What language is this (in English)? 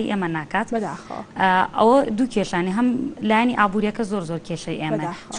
Central Kurdish